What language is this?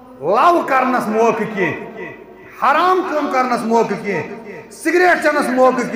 Kashmiri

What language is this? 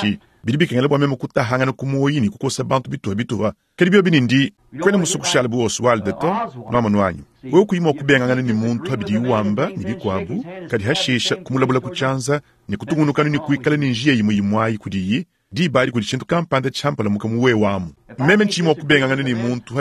Luba-Lulua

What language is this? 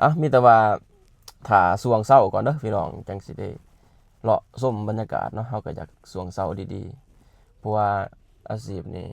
Lao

